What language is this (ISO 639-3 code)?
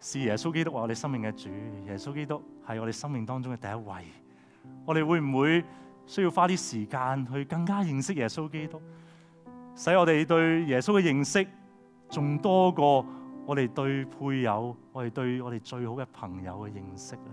yue